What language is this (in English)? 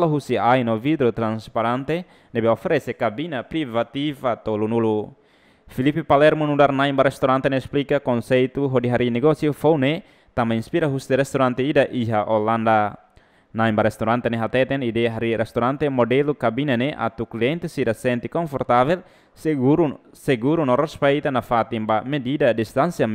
Tetum